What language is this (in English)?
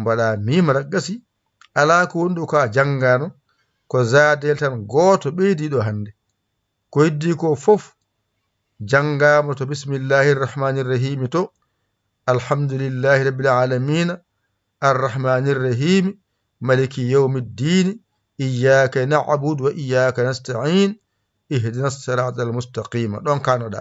Fula